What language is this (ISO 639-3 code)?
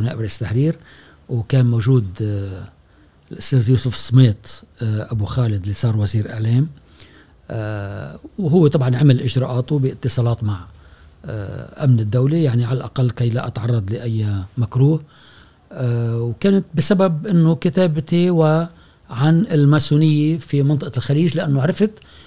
afb